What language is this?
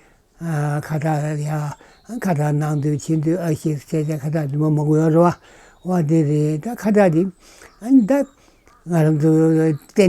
Tibetan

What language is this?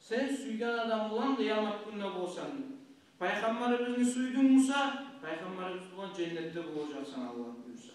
Kumyk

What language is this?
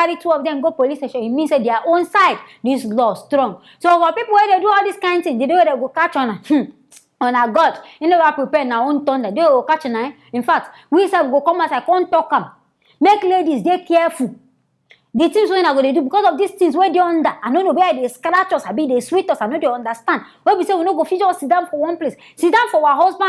Nigerian Pidgin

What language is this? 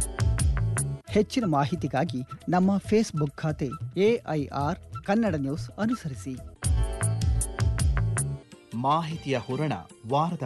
Kannada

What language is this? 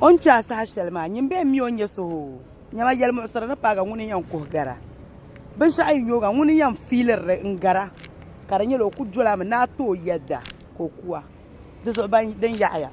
Dagbani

